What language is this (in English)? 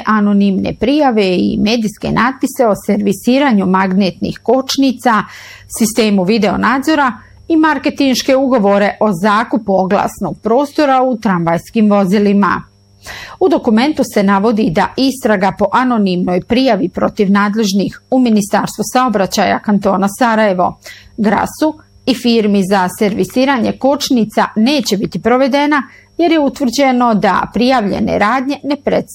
Bosnian